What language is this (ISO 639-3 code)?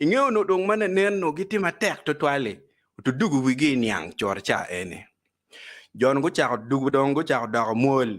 ach